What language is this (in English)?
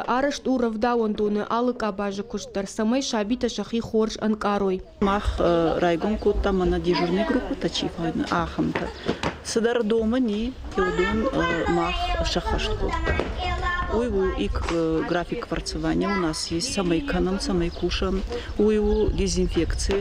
Ossetic